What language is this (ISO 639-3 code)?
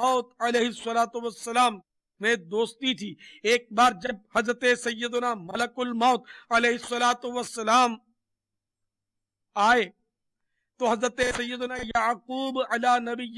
urd